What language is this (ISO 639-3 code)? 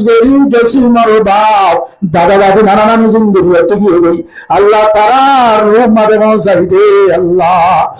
rhg